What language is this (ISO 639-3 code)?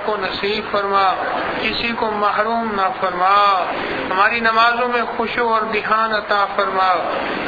urd